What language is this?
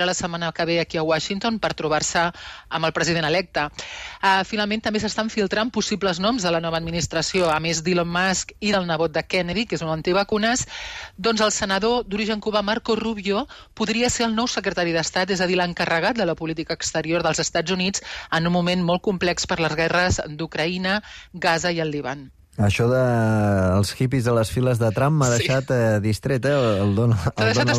Catalan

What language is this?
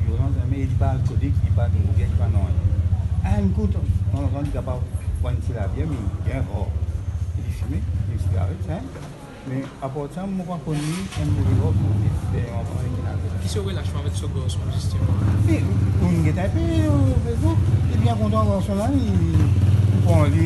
Morisyen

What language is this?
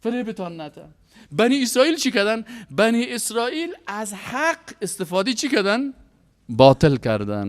Persian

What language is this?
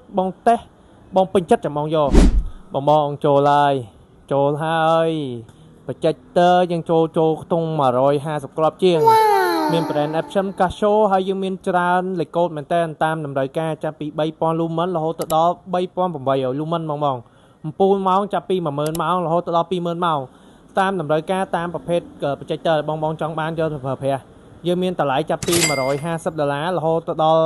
Khmer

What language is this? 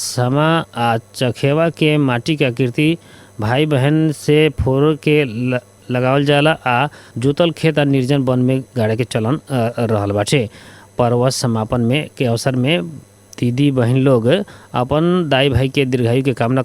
Bhojpuri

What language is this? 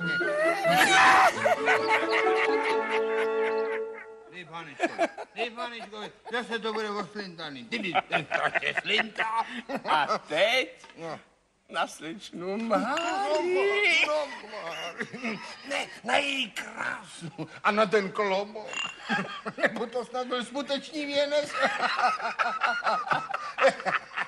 Czech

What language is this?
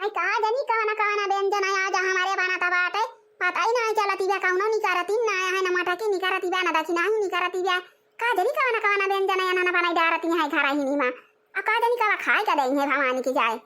Awadhi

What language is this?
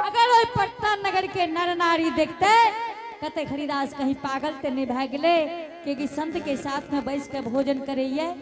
Angika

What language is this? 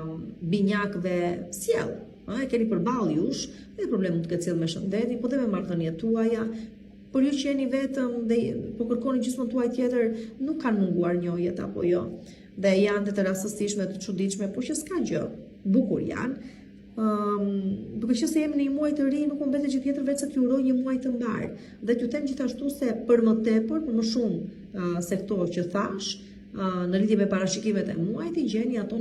Albanian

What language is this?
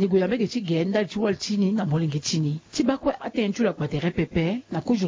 Sango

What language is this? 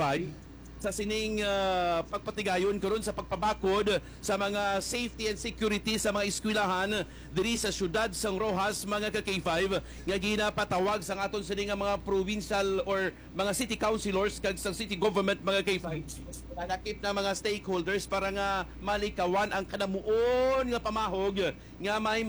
Hiligaynon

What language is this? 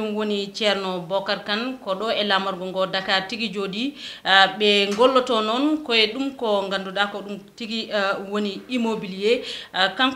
Fula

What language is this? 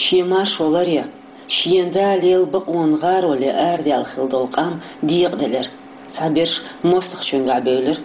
Chechen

